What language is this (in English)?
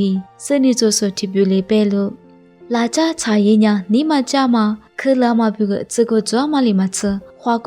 Lisu